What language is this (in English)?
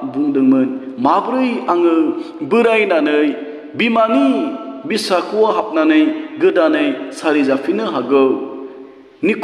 Bodo